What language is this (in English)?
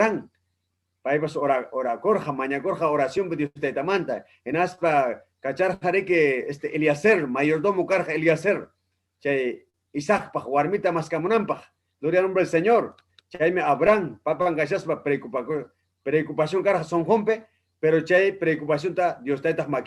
Ayacucho Quechua